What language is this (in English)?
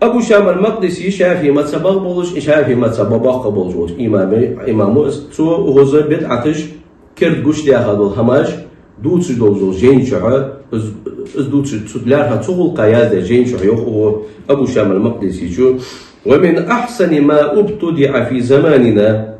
Ingush